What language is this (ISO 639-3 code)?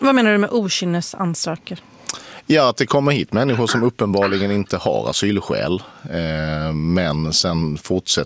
swe